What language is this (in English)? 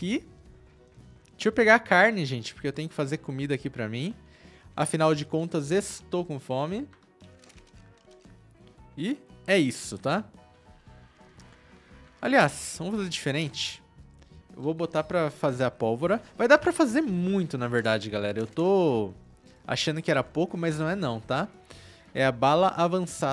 Portuguese